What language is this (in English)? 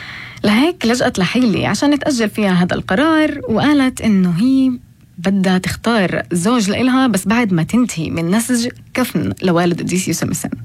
North Levantine Arabic